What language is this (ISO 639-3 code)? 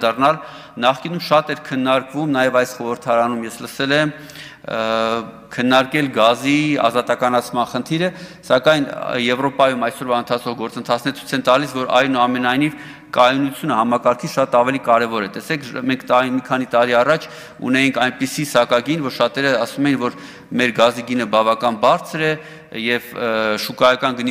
hye